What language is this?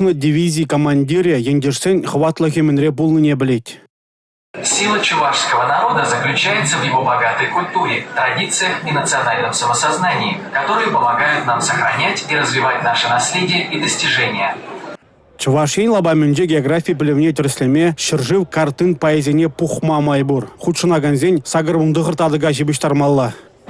Chuvash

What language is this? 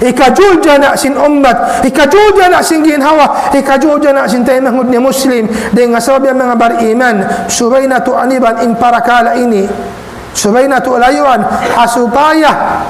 Tausug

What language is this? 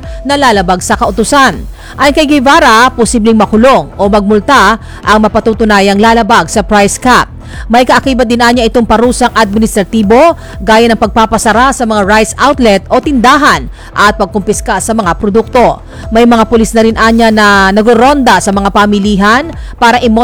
Filipino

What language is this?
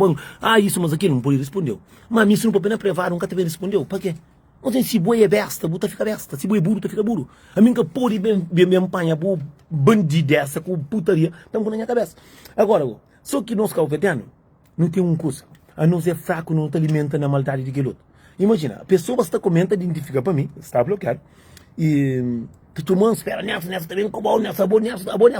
Kabuverdianu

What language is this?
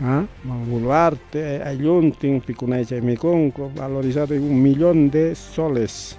Ayacucho Quechua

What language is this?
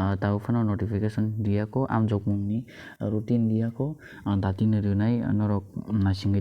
Kok Borok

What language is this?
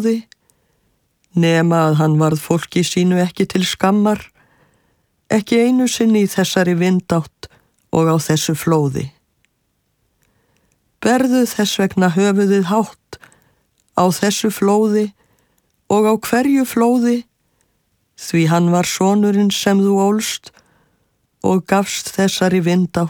Icelandic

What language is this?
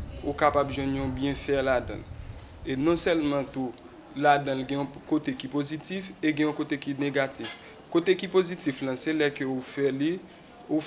Haitian Creole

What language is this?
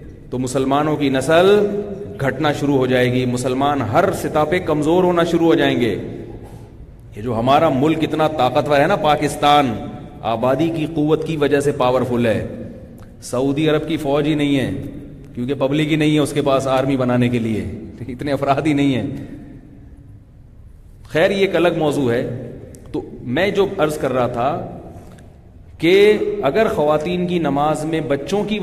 Urdu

